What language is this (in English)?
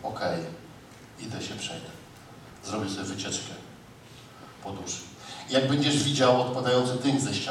Polish